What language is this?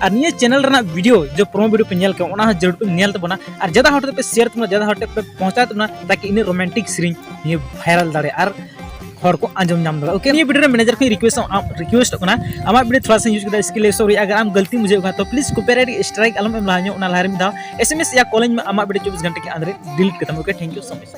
Santali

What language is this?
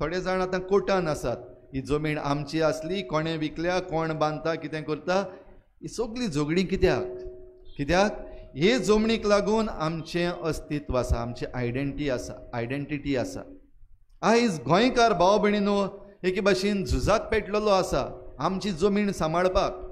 Konkani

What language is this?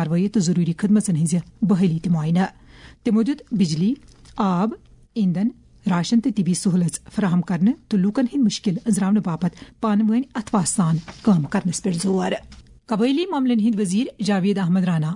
Kashmiri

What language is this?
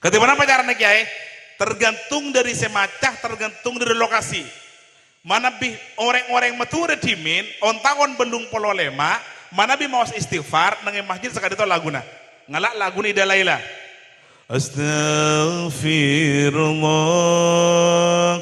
Madurese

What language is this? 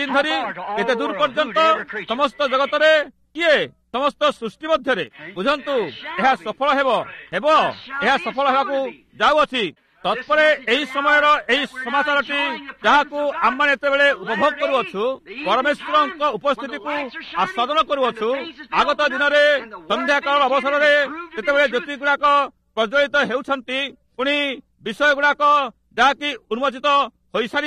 Odia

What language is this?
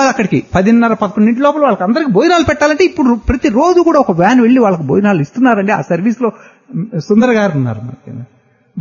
Telugu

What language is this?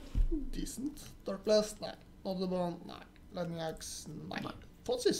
Norwegian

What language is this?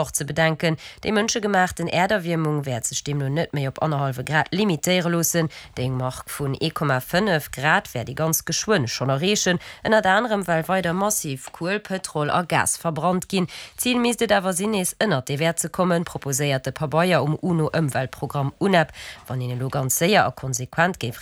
Luxembourgish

